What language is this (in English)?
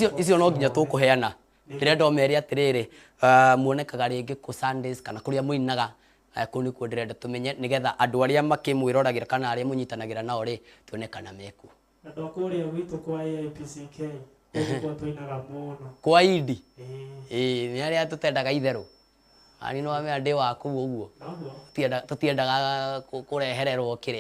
Kikuyu